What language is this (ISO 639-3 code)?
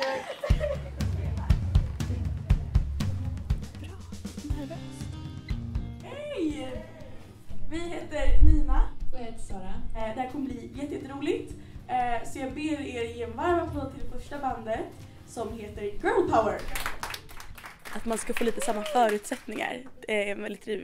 swe